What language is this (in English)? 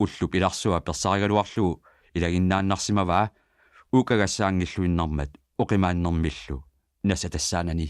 Kalaallisut